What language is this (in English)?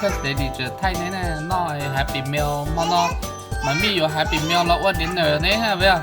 Hmong